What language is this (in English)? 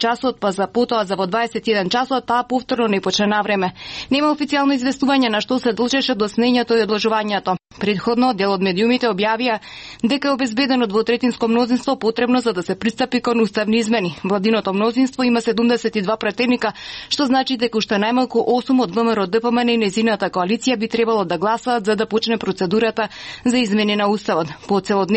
Macedonian